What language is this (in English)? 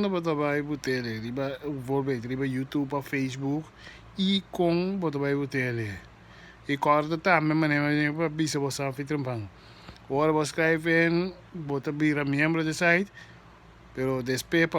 Papiamento